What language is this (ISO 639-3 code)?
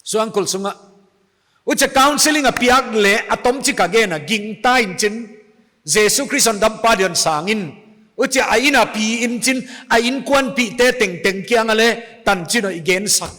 pck